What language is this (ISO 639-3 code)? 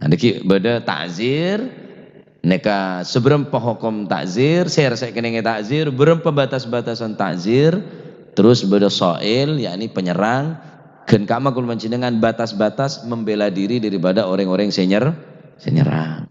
mad